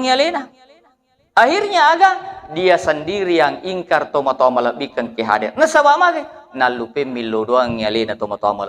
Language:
Buginese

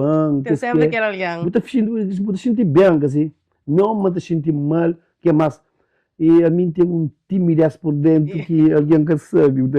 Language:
Kabuverdianu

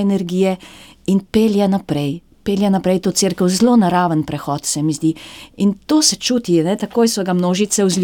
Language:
Slovenian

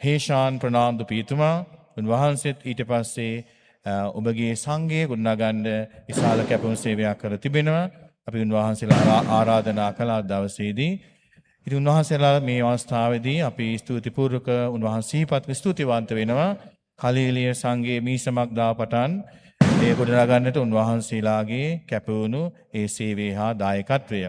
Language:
Sinhala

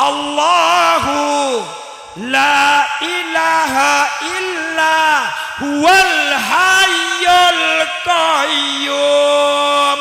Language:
Madurese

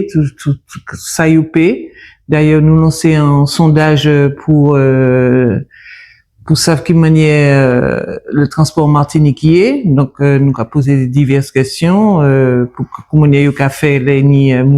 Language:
Guadeloupean Creole French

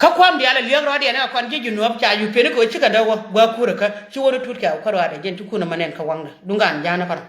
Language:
Nuer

